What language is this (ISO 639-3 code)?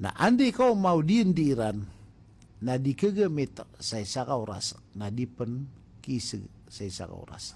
mrw